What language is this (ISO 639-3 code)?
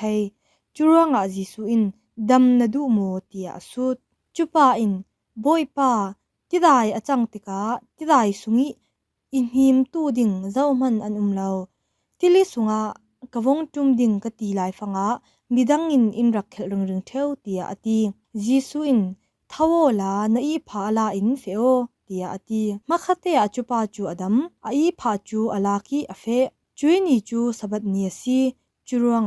cfm